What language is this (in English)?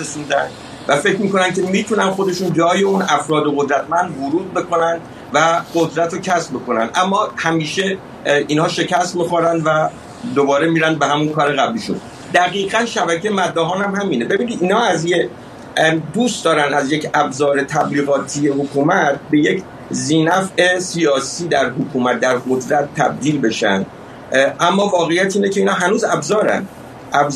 Persian